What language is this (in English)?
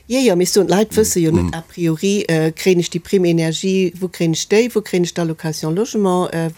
Luxembourgish